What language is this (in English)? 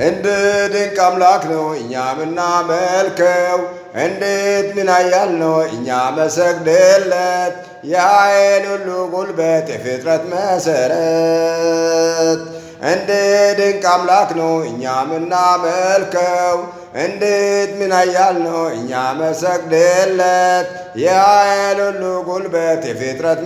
Amharic